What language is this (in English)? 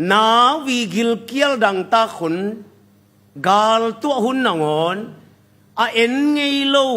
Tedim Chin